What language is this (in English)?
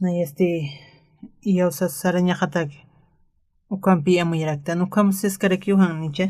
Aymara